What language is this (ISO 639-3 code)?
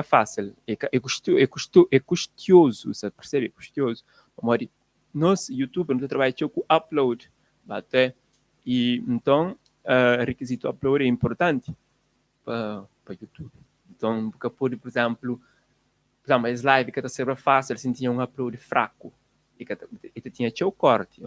kea